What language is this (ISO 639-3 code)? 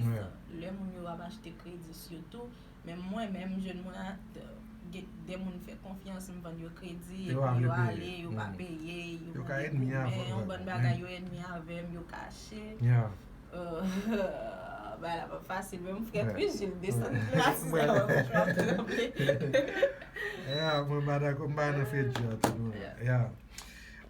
hat